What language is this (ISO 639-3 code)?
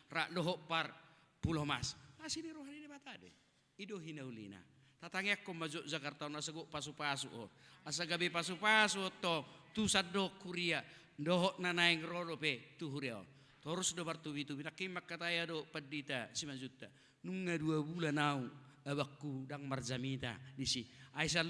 bbc